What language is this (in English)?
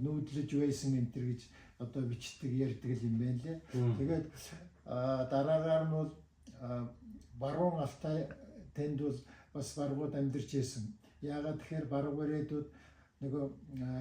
Mongolian